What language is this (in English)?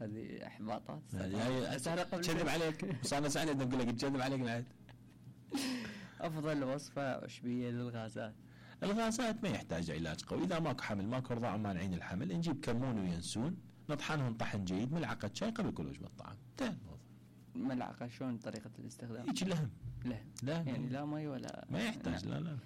Mesopotamian Arabic